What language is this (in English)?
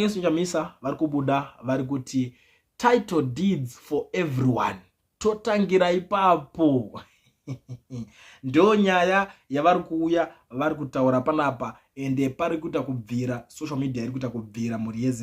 Shona